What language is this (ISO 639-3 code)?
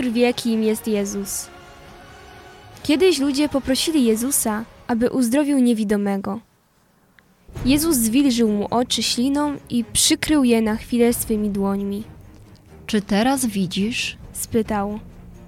pol